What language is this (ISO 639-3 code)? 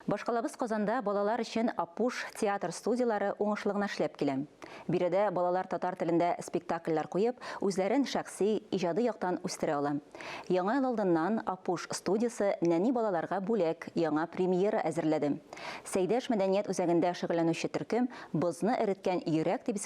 tat